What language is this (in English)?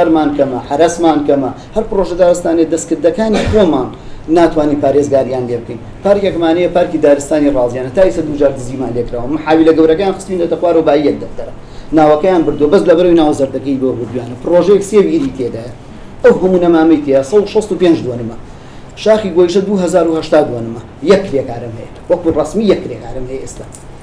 Central Kurdish